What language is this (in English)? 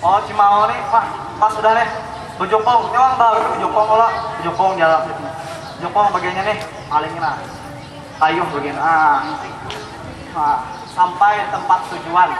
Banjar